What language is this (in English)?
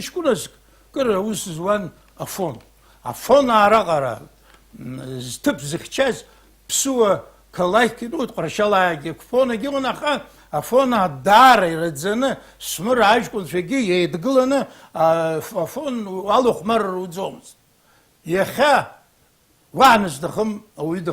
Abkhazian